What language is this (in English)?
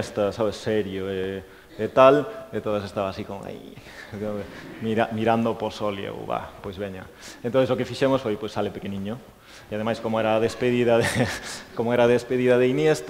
Galician